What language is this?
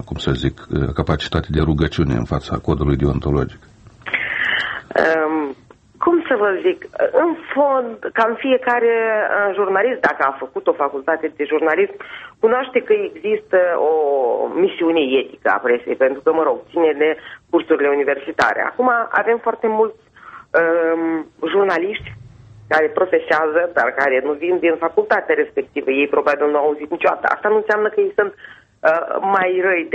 Romanian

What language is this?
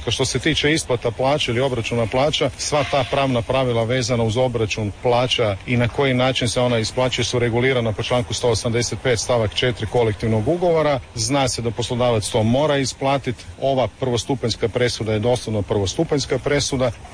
Croatian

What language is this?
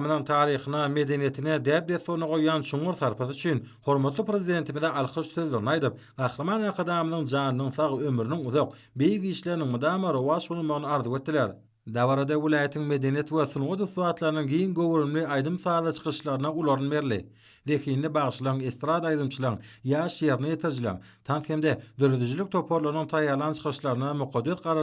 Turkmen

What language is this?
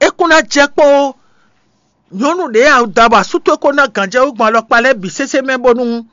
Fon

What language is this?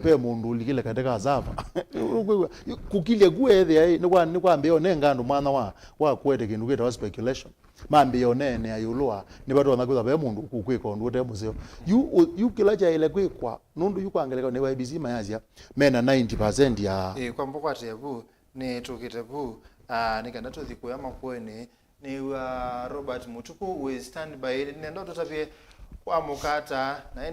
Kamba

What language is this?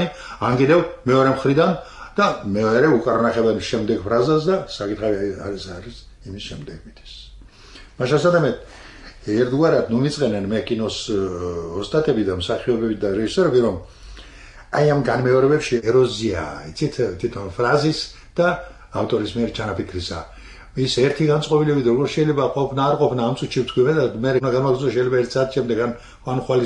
Georgian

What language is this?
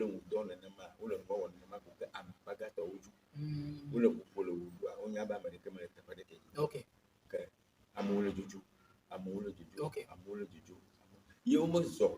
Ewe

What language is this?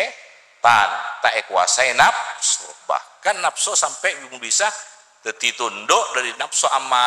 Madurese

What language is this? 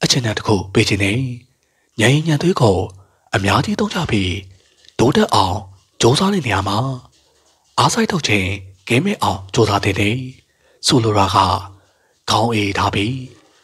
Burmese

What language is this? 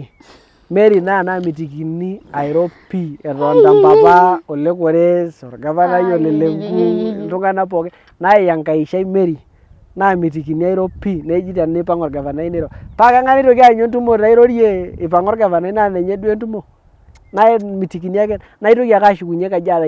Masai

